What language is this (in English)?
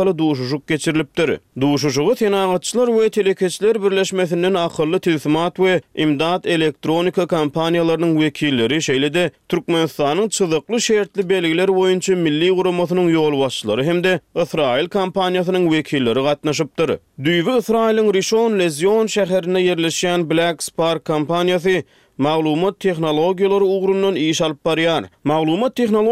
Turkmen